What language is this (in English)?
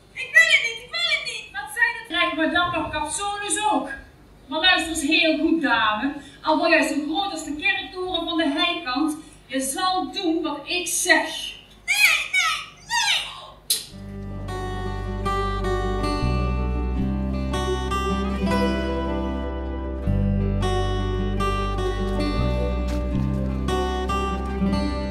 Dutch